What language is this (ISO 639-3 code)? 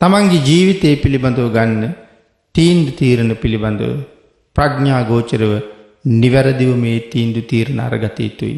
sin